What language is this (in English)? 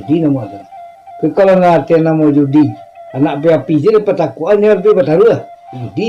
Minangkabau